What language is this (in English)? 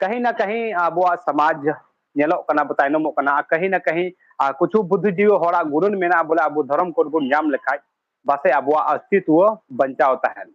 Santali